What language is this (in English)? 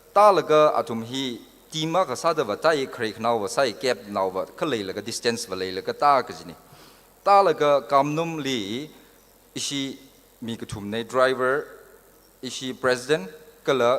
Tangkhul Naga (India)